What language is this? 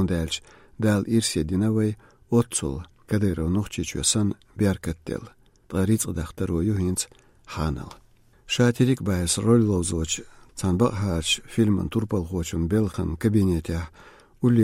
Chechen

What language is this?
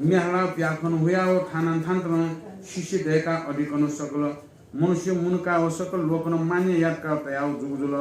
Newari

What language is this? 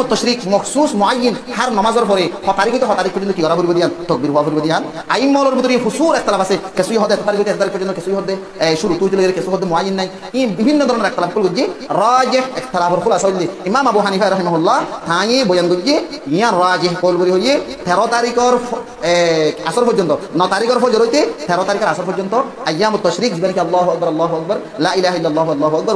Rohingya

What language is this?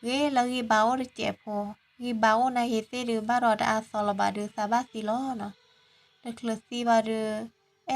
S'gaw Karen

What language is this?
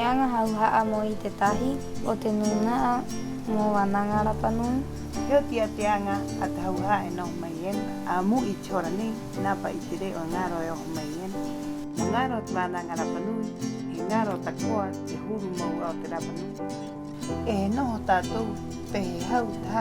Rapanui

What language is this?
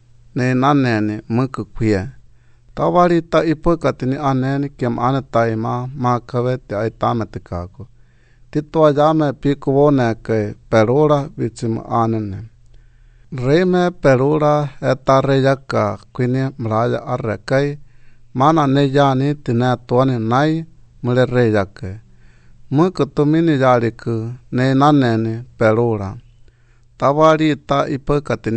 Albanian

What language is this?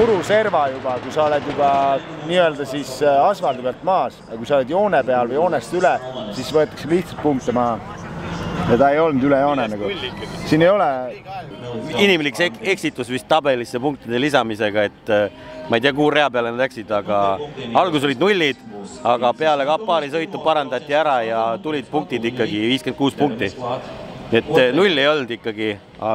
Estonian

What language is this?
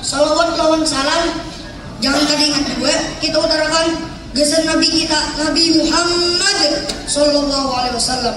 Banjar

